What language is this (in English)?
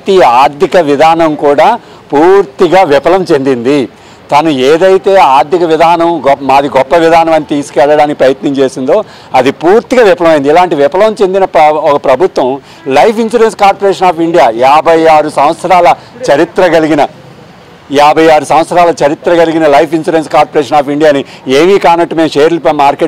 Telugu